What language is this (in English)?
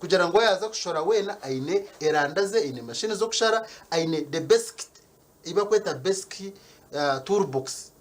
Nyankole